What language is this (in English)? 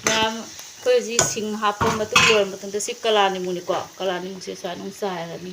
Manipuri